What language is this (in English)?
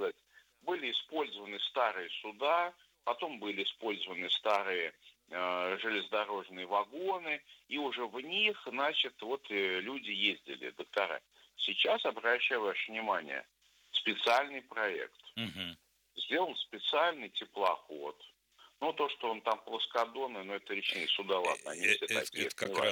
Russian